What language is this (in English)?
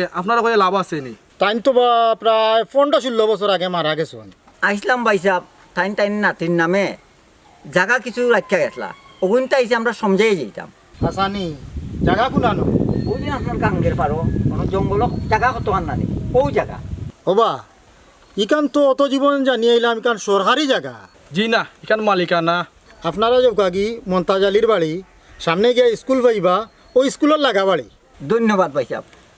Sylheti